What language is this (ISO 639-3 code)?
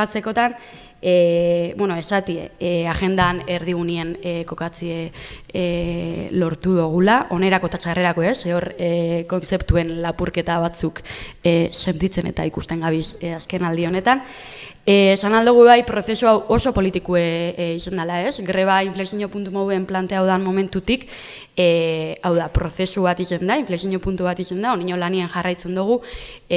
eus